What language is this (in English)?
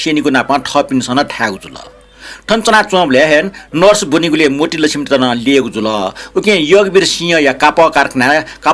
Newari